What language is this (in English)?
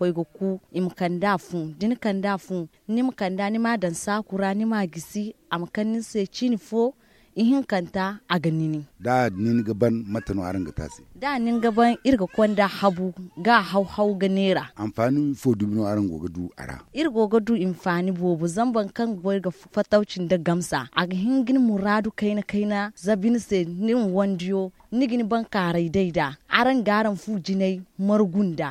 Zarma